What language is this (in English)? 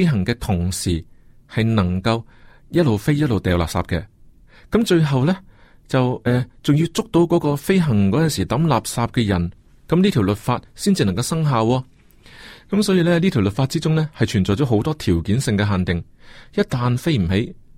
Cantonese